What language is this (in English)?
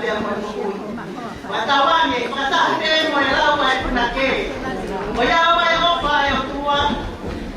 Tongan